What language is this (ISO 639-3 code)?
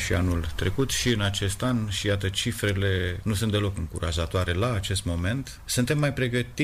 ron